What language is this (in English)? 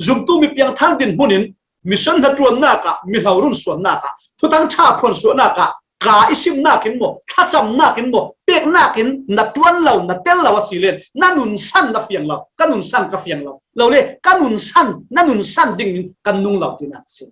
Falam Chin